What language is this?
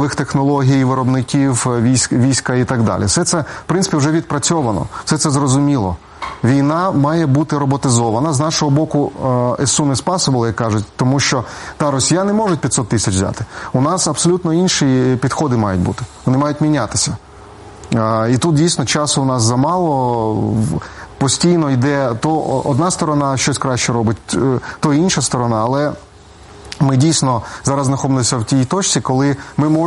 Ukrainian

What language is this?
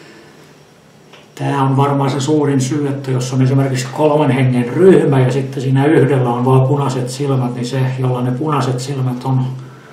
Finnish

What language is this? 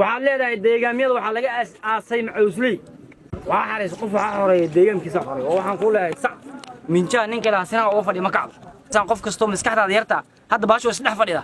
Somali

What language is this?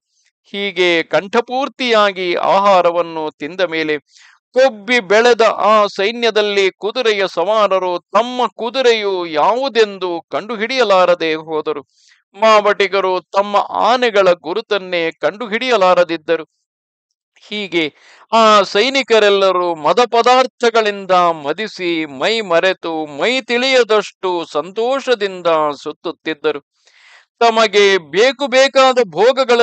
Kannada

